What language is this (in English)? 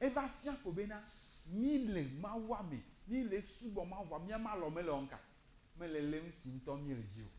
Ewe